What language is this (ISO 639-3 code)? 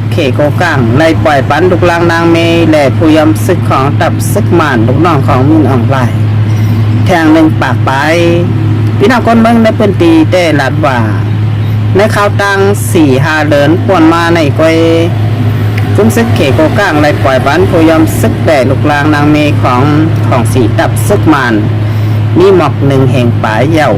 shn